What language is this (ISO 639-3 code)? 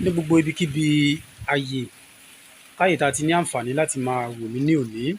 yor